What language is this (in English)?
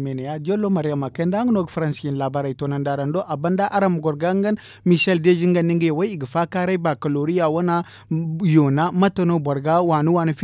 Zarma